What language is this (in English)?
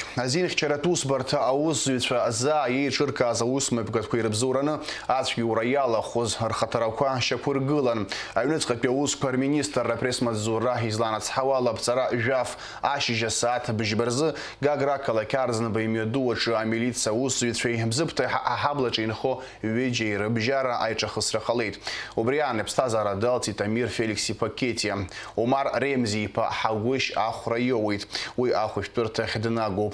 Abkhazian